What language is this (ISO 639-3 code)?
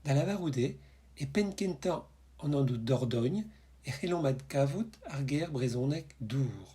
bre